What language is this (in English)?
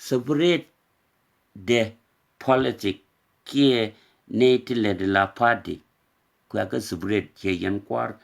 Nuer